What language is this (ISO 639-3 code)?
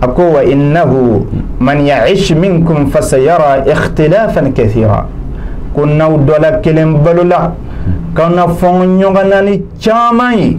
bam